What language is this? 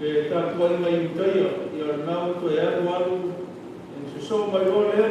Samoan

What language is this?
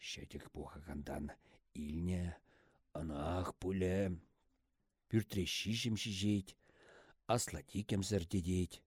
Chuvash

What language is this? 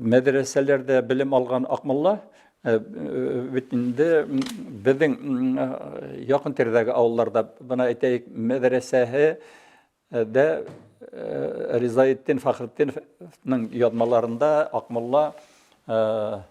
Bashkir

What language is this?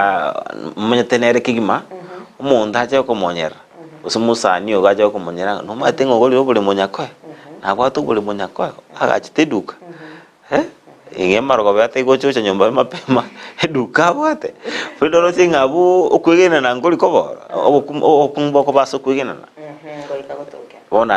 Gusii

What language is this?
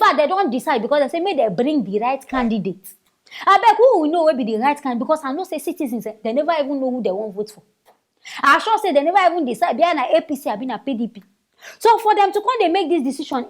Nigerian Pidgin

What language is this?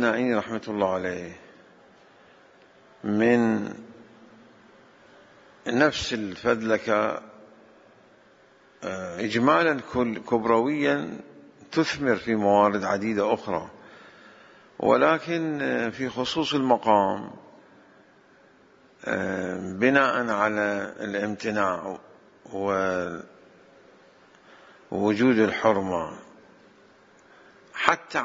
Arabic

